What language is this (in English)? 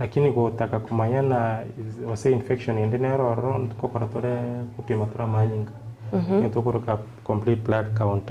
Gusii